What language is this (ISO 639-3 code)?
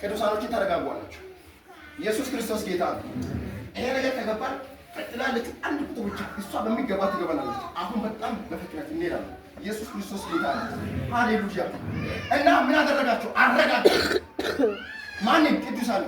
amh